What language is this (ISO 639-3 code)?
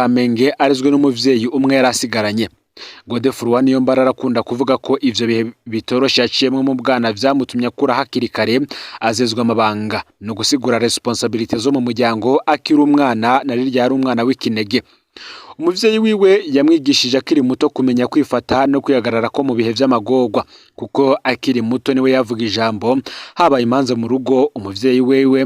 run